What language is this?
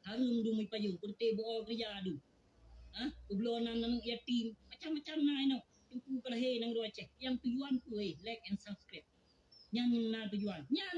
Achinese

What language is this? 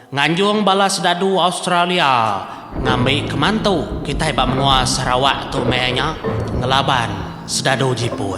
Iban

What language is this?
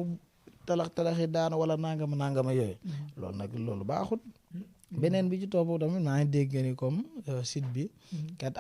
Wolof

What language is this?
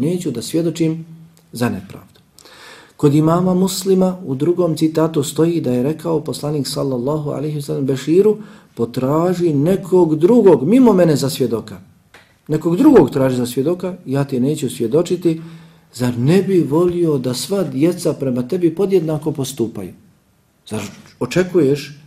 Bosnian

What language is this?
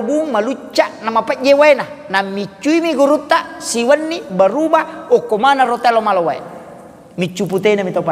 Buginese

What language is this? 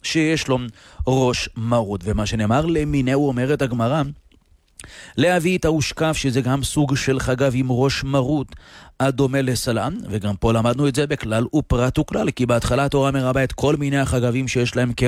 Hebrew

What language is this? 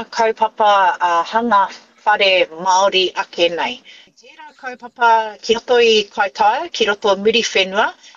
Māori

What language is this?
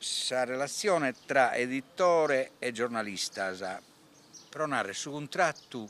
Sardinian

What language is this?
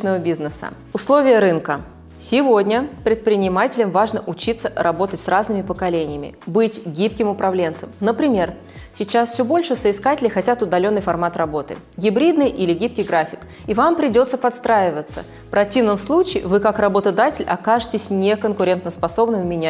Russian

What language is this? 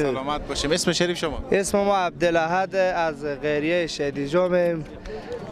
Persian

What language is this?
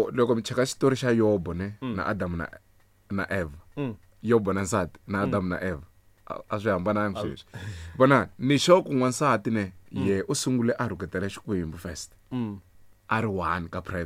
Tsonga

